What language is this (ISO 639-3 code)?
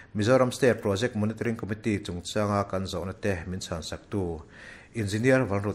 lus